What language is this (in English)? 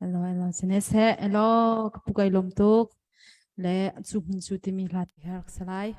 Hakha Chin